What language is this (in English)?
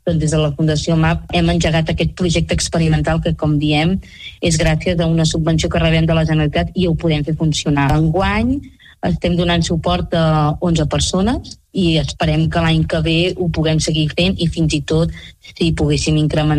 Catalan